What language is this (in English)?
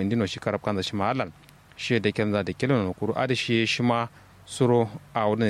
Kanuri